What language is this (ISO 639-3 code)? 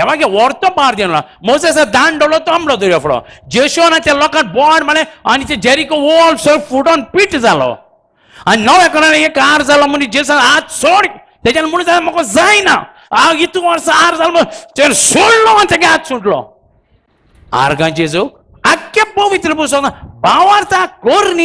kok